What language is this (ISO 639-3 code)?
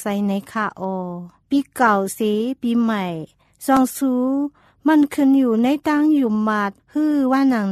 tha